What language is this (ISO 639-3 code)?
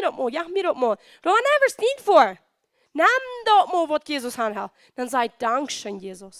pdt